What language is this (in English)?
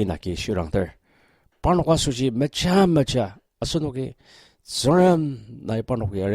Ao Naga